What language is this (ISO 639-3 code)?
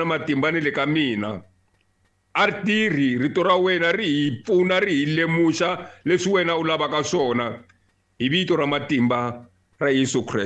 tso